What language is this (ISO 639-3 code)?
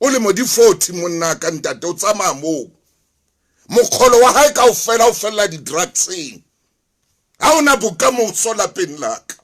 sot